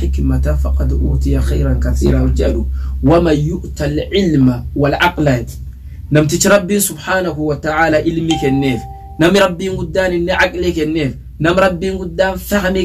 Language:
Oromo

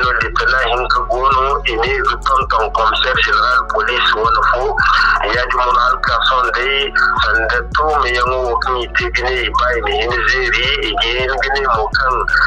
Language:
Zarma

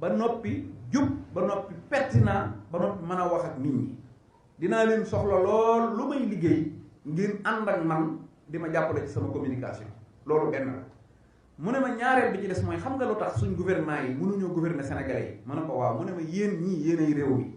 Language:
Wolof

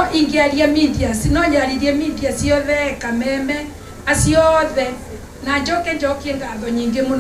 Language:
Kikuyu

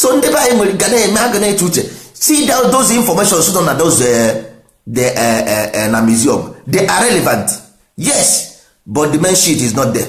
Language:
Igbo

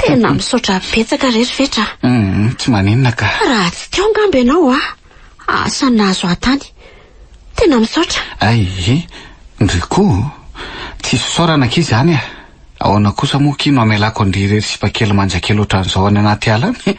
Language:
Malagasy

